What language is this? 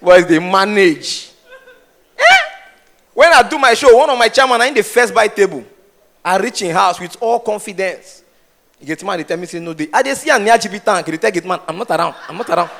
Nigerian Pidgin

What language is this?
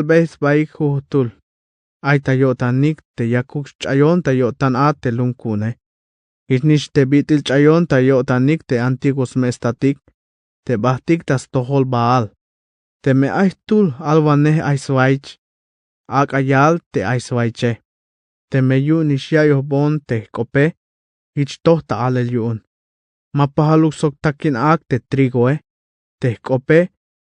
Tzeltal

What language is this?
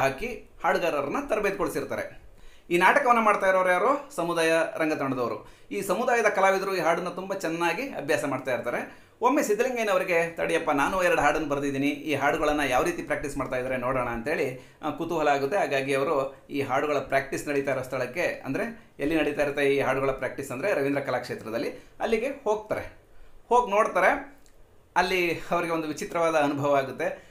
Kannada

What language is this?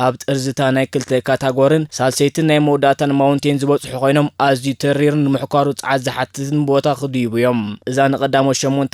Tigrinya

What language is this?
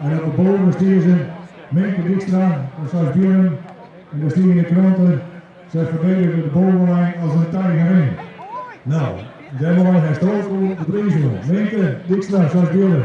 Western Frisian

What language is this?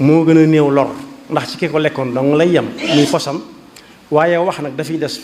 Wolof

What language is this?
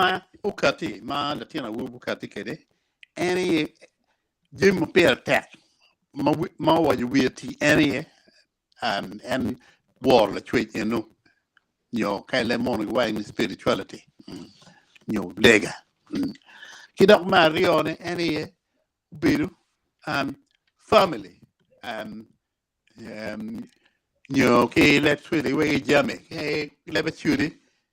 Acoli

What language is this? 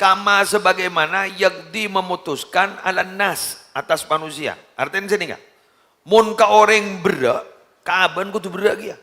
Madurese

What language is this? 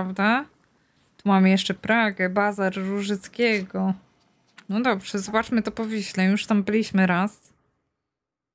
Polish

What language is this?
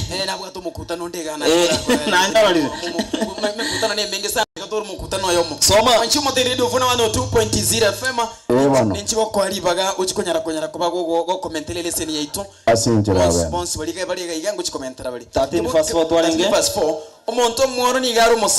Gusii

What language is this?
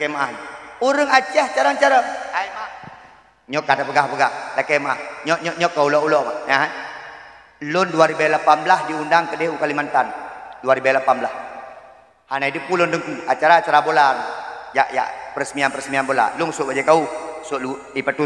Achinese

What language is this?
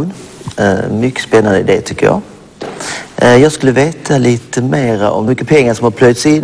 Swedish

